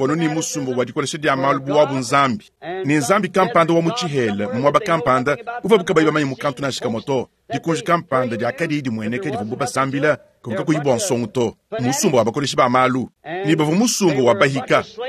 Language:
Luba-Lulua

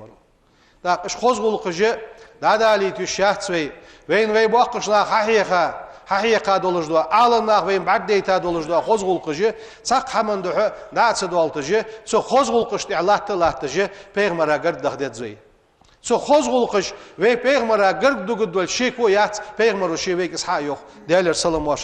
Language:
Ingush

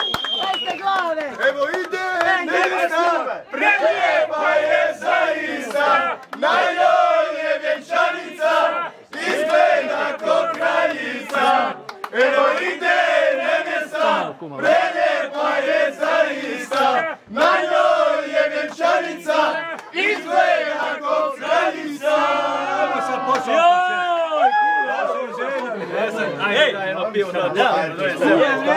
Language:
Croatian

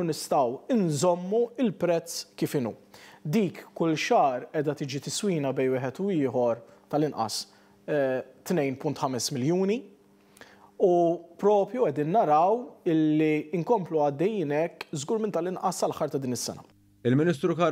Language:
Maltese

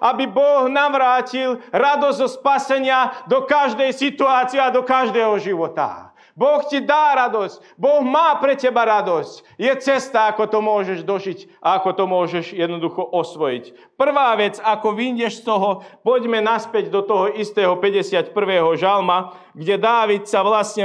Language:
Slovak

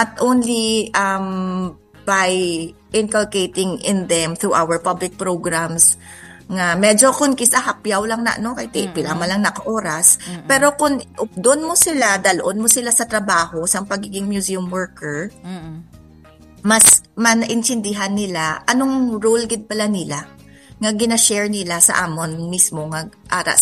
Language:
Hiligaynon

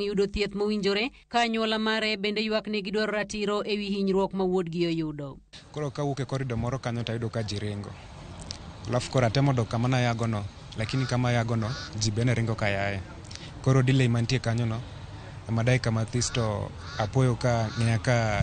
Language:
Luo (Kenya and Tanzania)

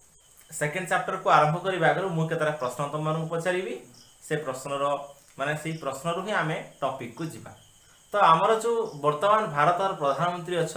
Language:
Odia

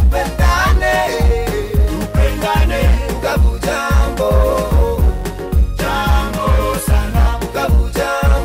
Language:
Swahili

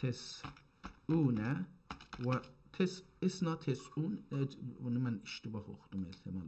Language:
South Azerbaijani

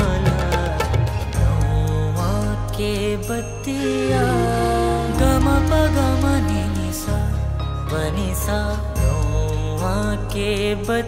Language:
Bhojpuri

